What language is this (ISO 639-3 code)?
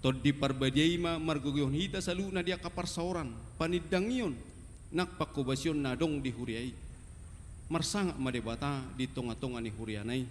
bbc